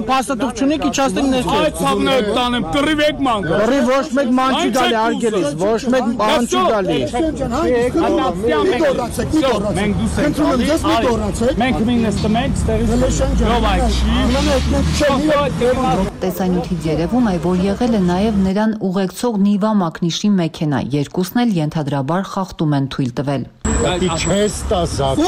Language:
Armenian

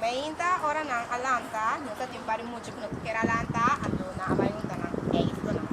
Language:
Papiamento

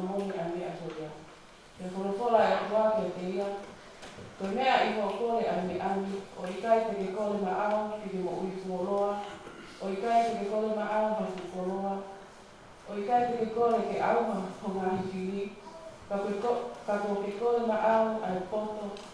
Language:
Tongan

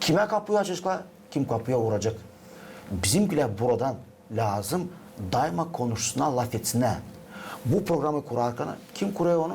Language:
Gagauz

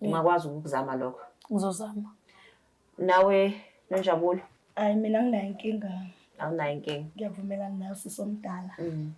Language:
Zulu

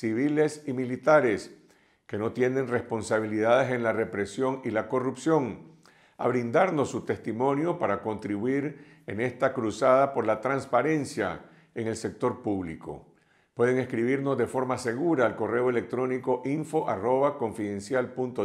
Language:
Spanish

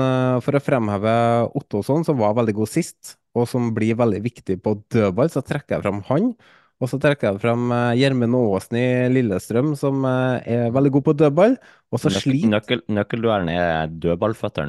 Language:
Norwegian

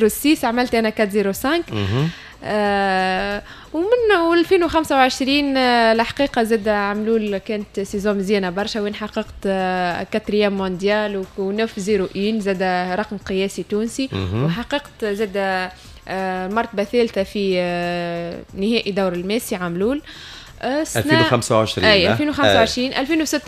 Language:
Tunisian Arabic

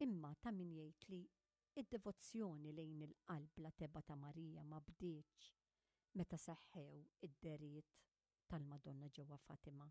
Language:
Maltese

